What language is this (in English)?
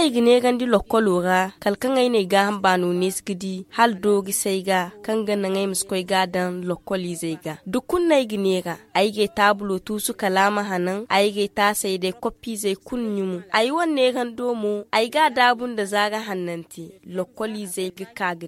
Zarma